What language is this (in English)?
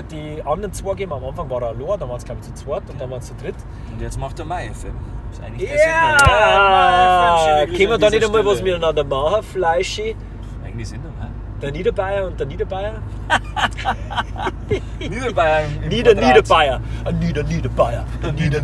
Bavarian